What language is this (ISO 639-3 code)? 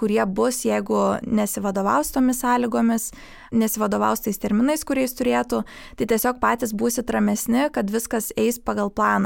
lit